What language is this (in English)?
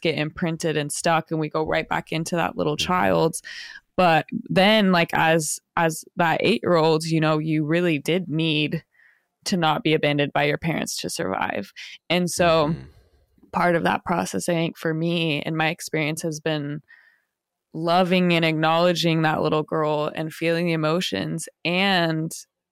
English